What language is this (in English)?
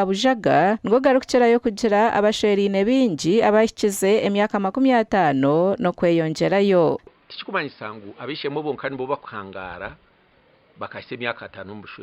Nyankole